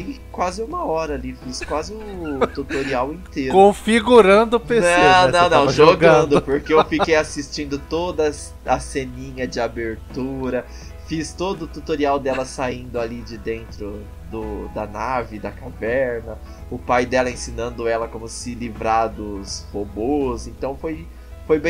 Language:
Portuguese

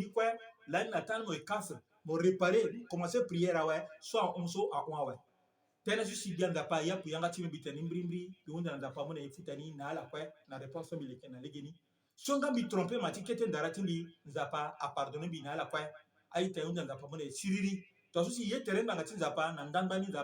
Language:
Sango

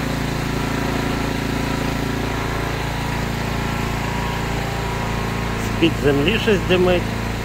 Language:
Ukrainian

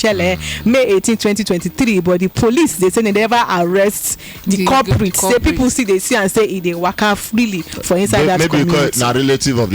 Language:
Nigerian Pidgin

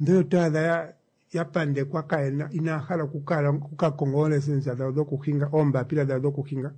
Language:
Kuanyama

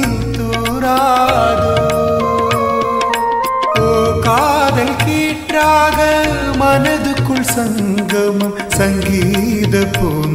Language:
Tamil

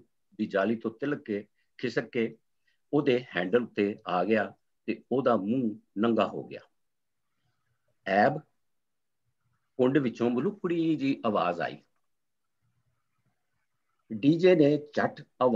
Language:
Punjabi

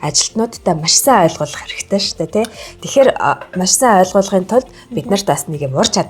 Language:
Mongolian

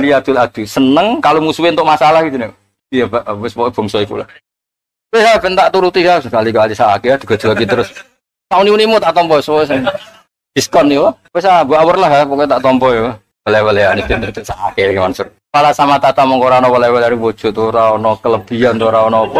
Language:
Javanese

